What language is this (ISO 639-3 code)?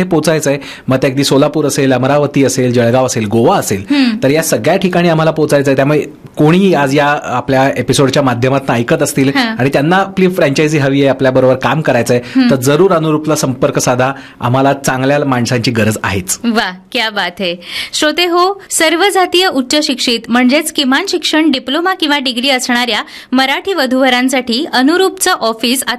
mar